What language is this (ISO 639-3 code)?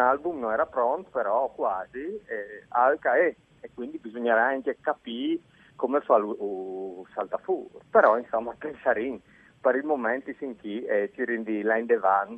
fur